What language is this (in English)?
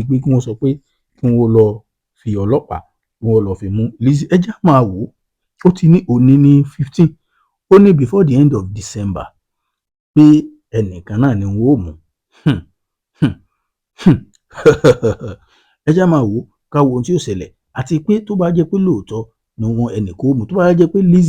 Yoruba